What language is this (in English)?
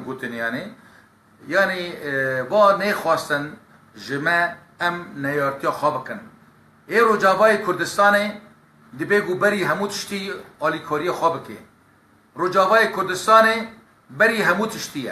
Kurdish